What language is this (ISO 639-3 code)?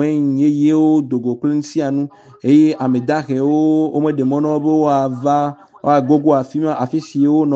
ewe